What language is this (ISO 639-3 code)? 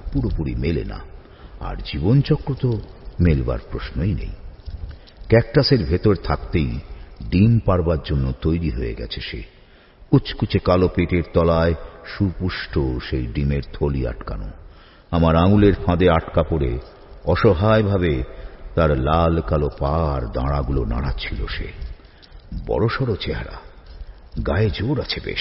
ben